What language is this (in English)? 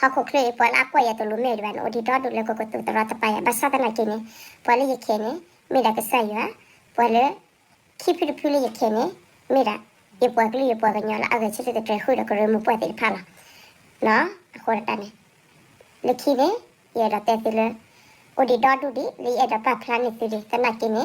S'gaw Karen